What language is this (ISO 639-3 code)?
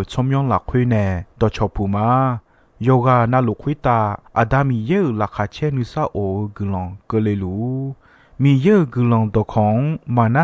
ahk